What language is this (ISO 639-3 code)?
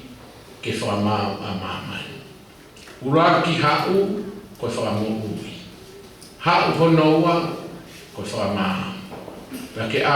ton